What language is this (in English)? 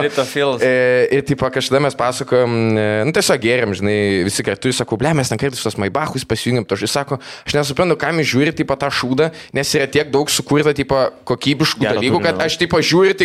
Lithuanian